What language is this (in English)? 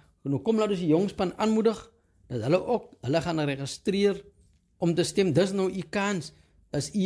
Afrikaans